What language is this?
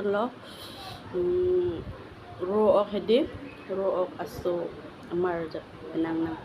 Karbi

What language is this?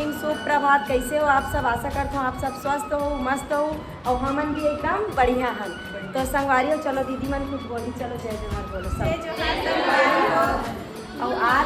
Chhattisgarhi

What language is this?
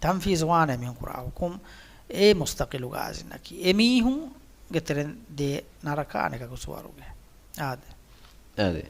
Divehi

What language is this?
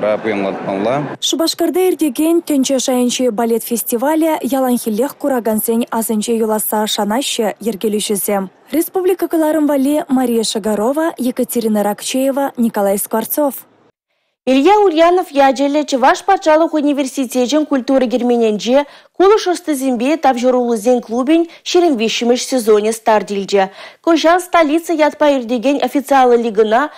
Chuvash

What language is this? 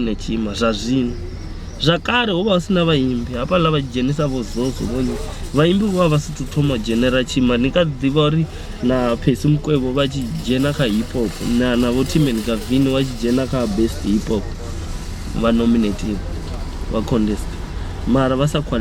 Venda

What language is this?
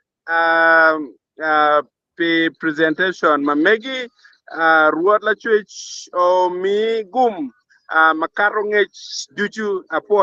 Acoli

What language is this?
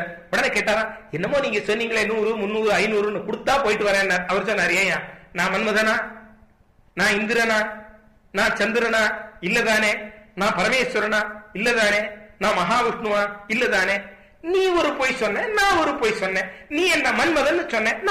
Tamil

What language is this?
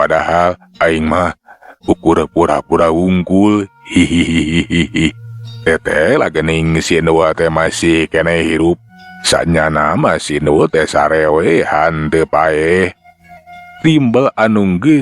Sundanese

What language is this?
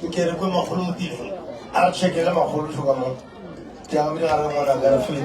Northern Sotho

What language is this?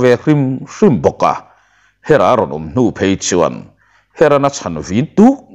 Mizo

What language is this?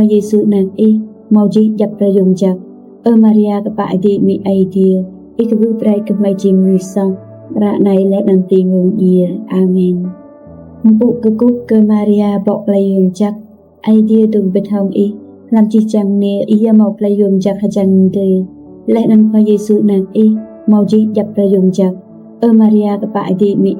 Rade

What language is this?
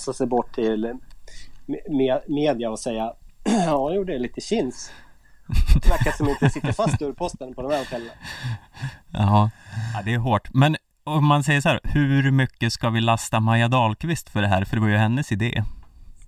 Swedish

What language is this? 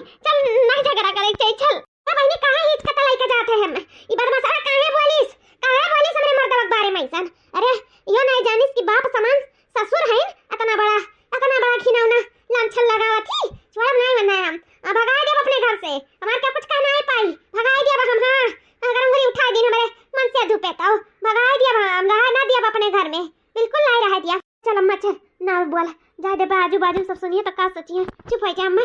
Awadhi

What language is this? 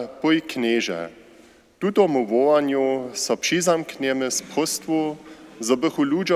Upper Sorbian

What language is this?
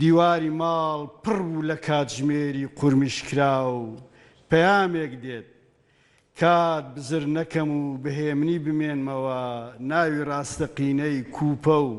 Central Kurdish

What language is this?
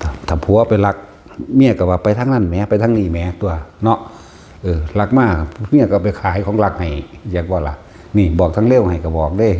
Northeastern Thai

